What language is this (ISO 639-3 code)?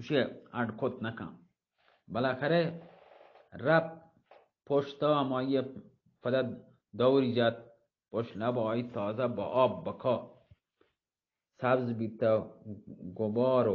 bal